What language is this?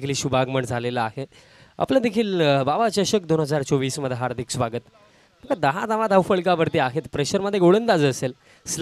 Marathi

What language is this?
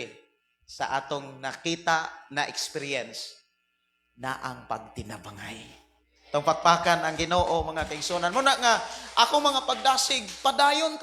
Cebuano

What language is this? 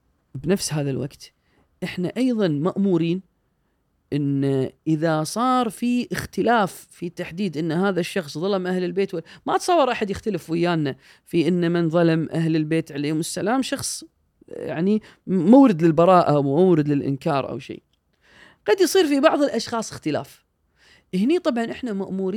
Gulf Arabic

